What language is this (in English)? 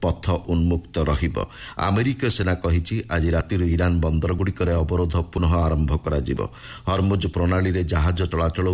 Odia